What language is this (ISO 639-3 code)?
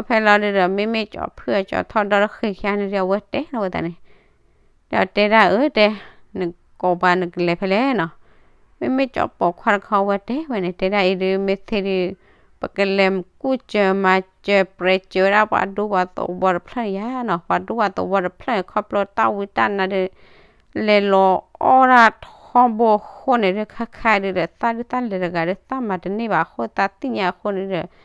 ksw